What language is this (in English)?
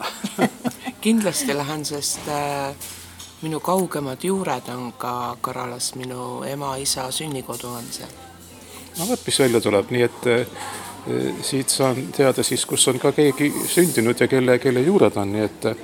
Estonian